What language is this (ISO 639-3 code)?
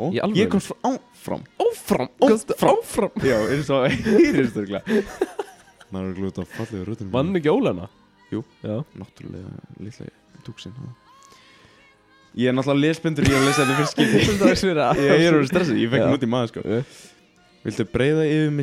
isl